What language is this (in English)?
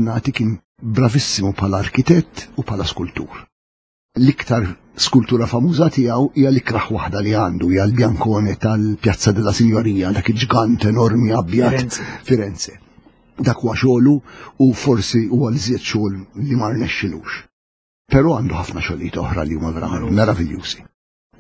Maltese